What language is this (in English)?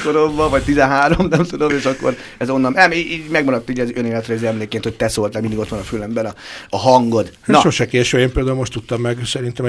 Hungarian